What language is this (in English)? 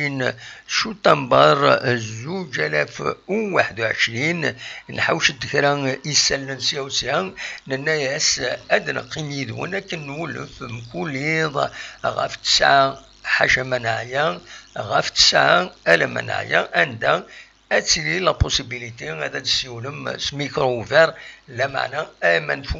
Kabyle